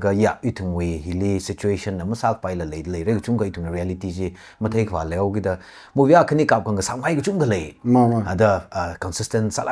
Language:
Tangkhul Naga (India)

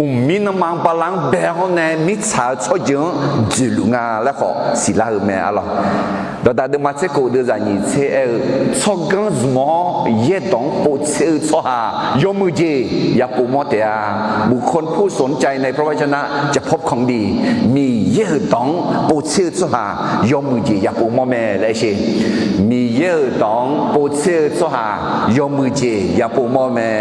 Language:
Akha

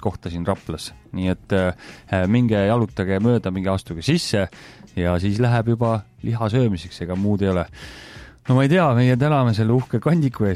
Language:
Estonian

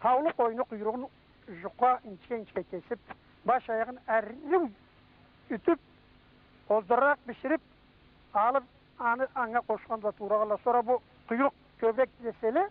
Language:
Karachay-Balkar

